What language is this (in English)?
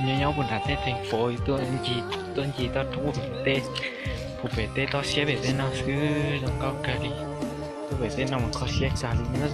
Hmong